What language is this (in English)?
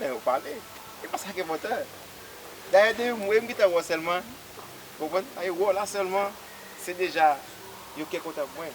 Haitian Creole